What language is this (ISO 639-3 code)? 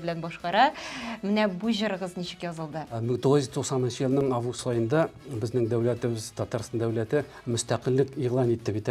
tat